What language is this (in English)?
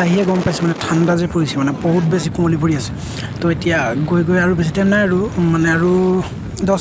Assamese